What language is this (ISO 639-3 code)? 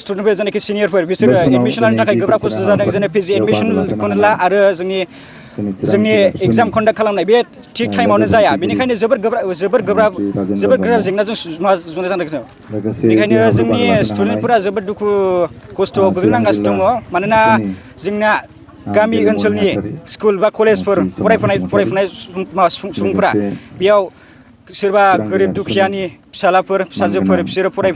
brx